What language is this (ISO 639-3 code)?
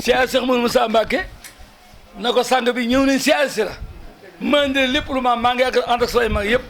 wol